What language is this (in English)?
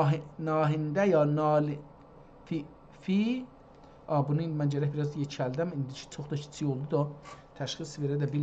South Azerbaijani